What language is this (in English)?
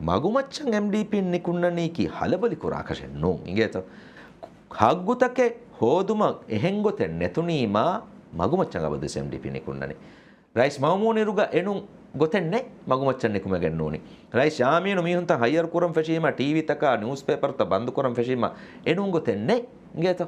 Divehi